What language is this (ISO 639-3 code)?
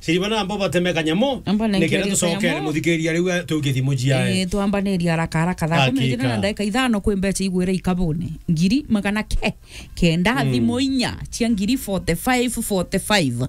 mer